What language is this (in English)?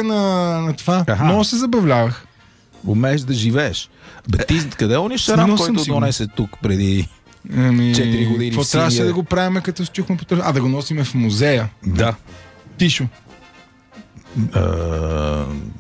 Bulgarian